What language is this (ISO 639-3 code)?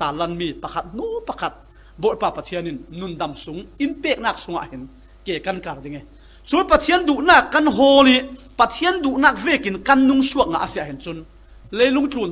cfm